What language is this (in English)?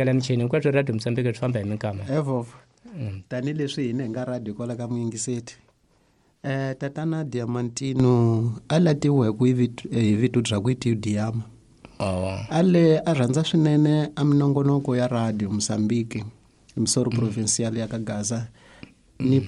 Tsonga